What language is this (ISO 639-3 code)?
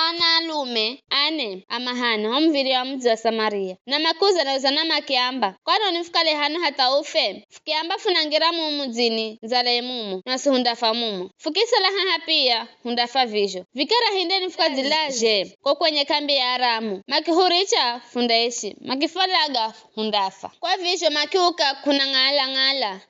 nyf